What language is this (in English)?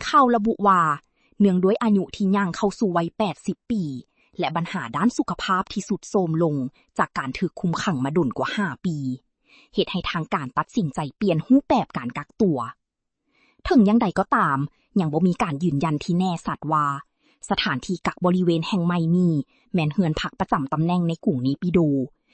Lao